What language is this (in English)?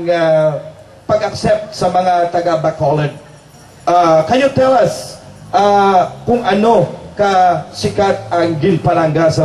Hiligaynon